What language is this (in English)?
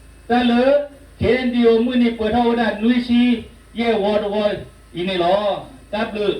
S'gaw Karen